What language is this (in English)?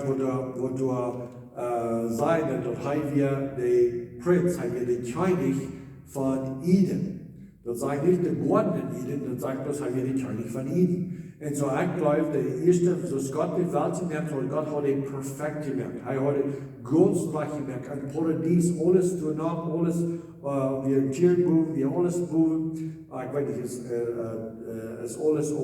Plautdietsch